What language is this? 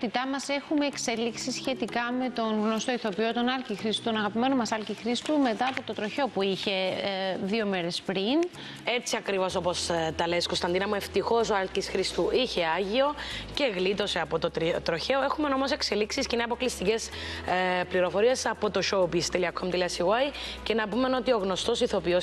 Greek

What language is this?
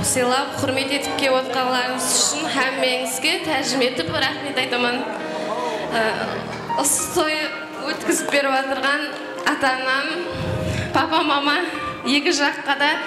Kara-Kalpak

